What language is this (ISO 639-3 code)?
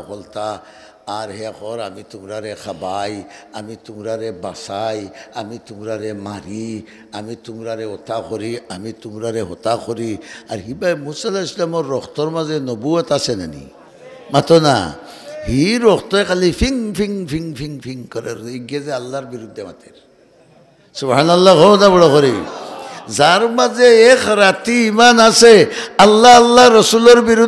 syl